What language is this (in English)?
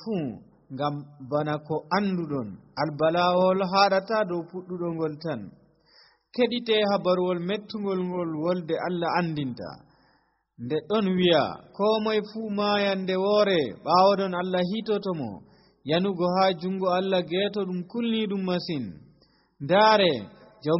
Nigerian Fulfulde